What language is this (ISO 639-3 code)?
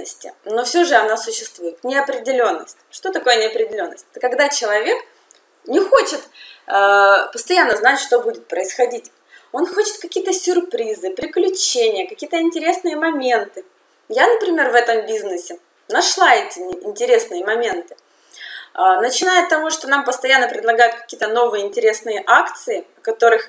rus